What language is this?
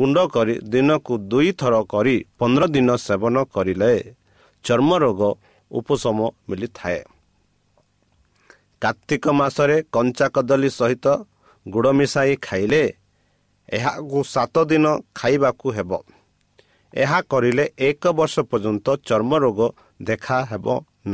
Odia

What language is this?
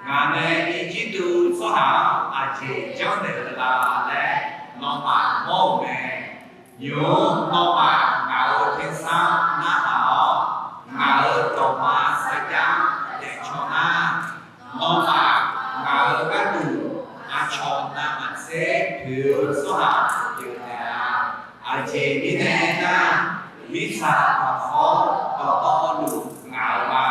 Akha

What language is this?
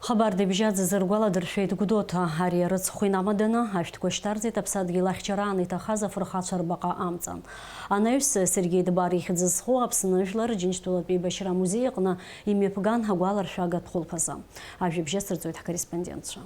Abkhazian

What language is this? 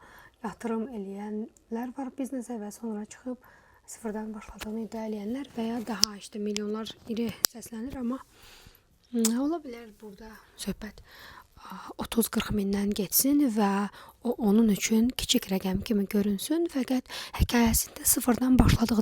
Azerbaijani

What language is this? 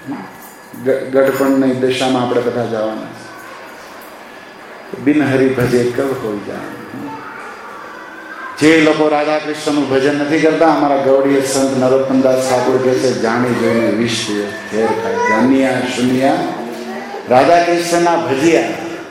Gujarati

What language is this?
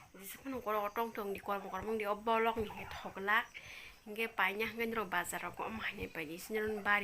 Kok Borok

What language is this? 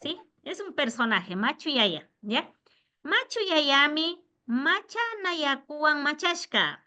Imbabura Highland Quichua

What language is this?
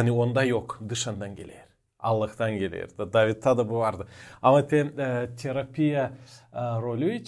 Gagauz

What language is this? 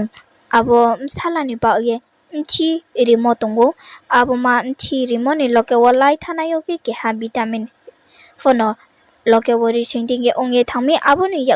Riang (India)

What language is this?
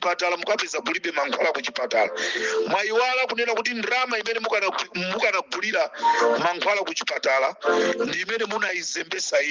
Nyanja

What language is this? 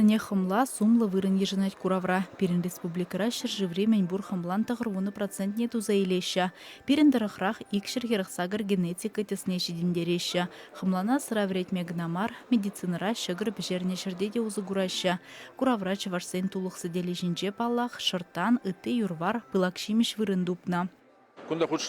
Chuvash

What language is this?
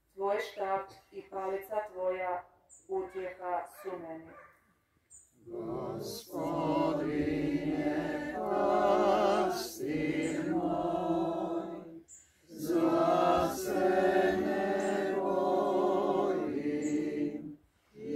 Croatian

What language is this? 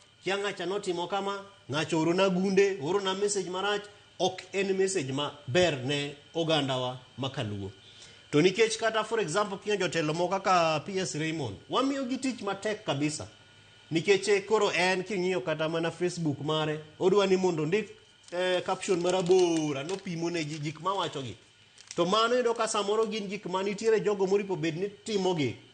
Luo (Kenya and Tanzania)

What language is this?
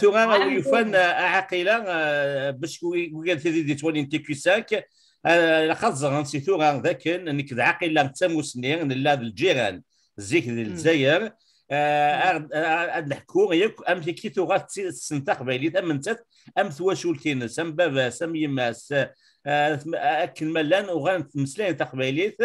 Kabyle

